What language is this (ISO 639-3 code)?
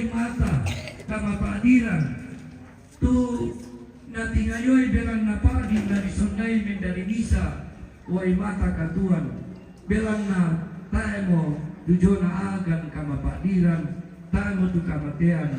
sda